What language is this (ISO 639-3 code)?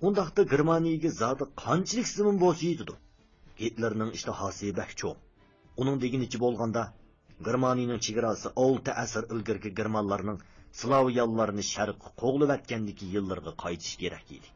uig